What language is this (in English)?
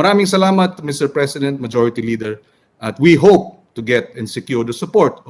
Hiligaynon